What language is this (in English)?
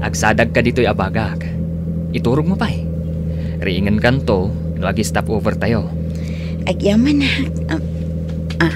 Iloko